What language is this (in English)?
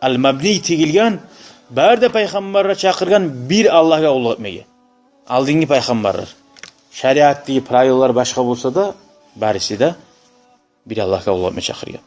Kumyk